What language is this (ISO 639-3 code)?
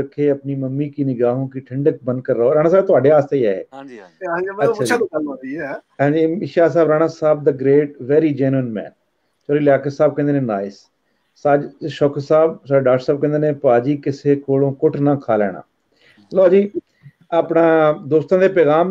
pan